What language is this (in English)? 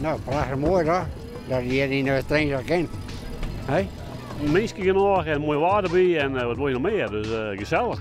Western Frisian